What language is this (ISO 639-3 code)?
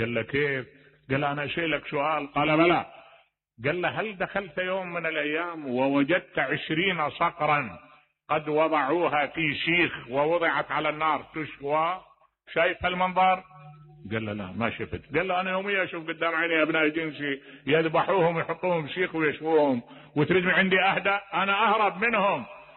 acm